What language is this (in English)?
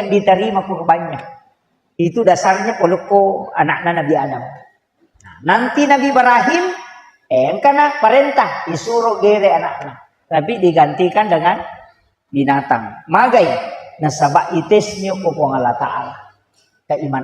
Buginese